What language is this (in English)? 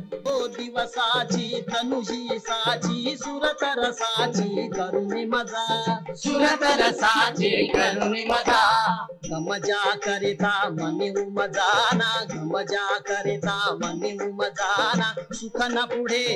Marathi